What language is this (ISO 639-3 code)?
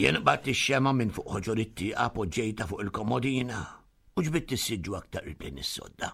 mlt